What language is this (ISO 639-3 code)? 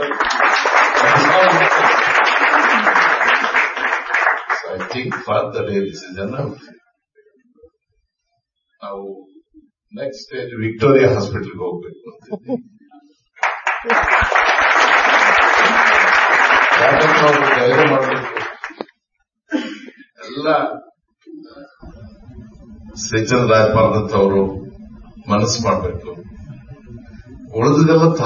kan